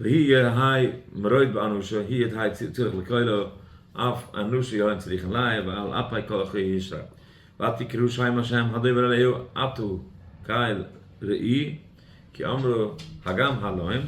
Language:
Yiddish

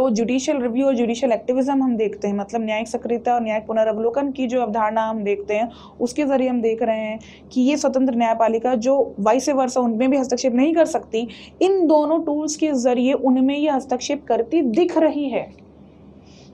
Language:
Hindi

